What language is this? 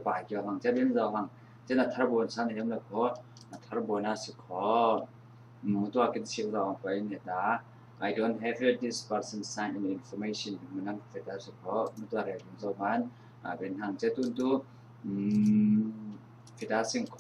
Falam Chin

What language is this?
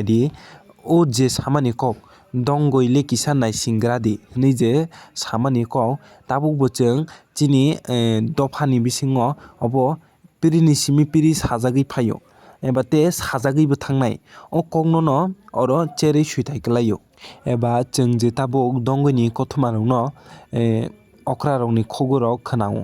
Kok Borok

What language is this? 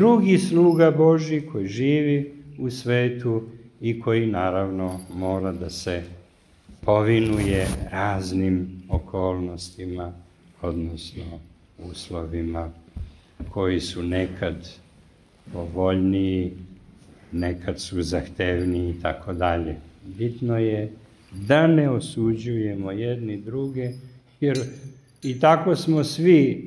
Serbian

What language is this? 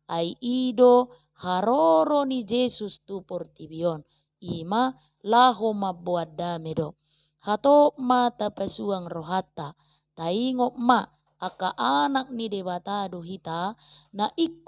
Batak Toba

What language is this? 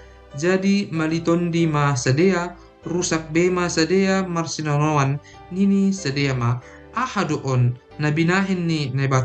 Batak Simalungun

